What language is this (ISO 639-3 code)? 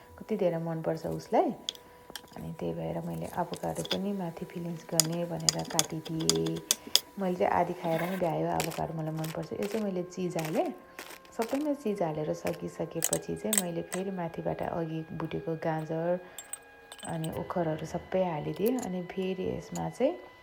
nep